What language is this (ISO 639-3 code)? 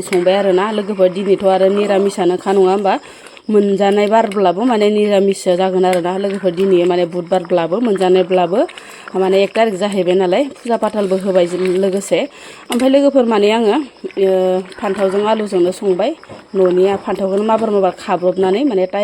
brx